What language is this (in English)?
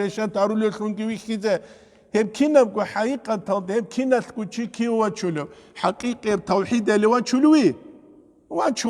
Avaric